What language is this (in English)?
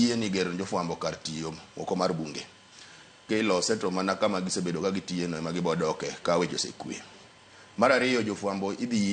Luo (Kenya and Tanzania)